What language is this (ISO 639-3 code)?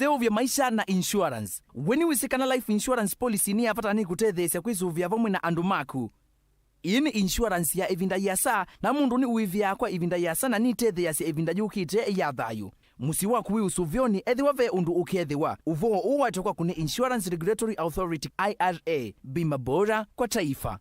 kam